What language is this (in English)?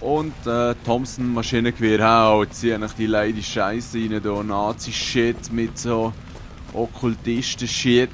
Swiss German